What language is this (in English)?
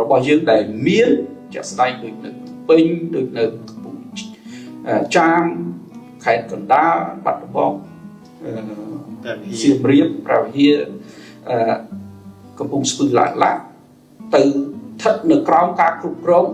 Khmer